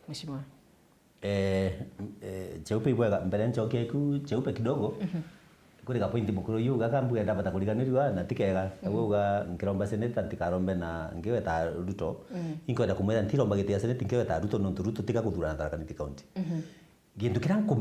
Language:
Meru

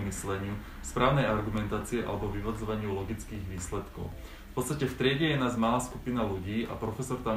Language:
Slovak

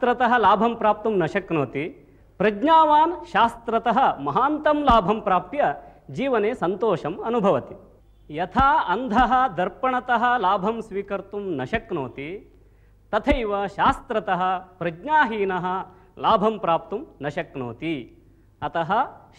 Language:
Sanskrit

